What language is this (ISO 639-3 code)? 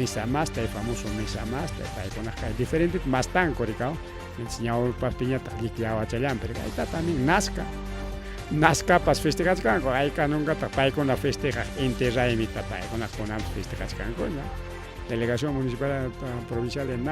quy